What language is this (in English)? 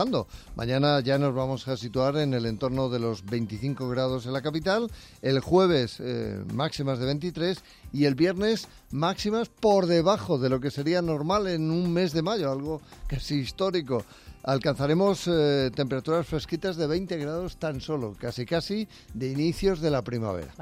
Spanish